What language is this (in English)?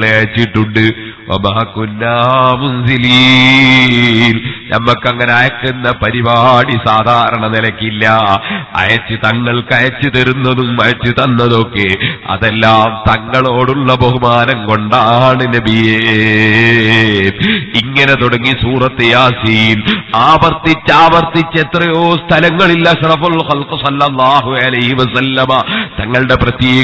Malayalam